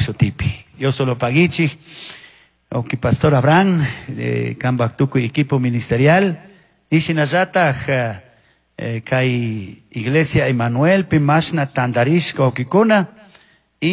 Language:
Chimborazo Highland Quichua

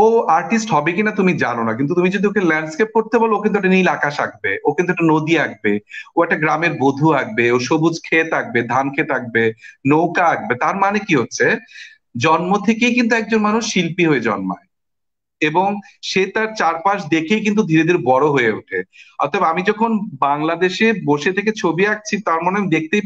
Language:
Bangla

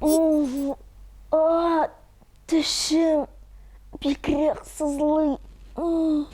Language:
Tatar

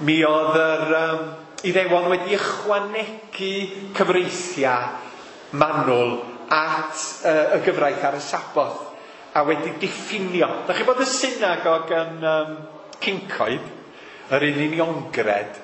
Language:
Welsh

